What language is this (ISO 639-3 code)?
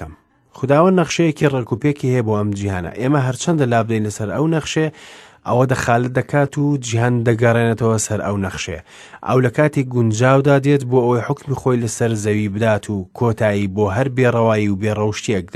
ckb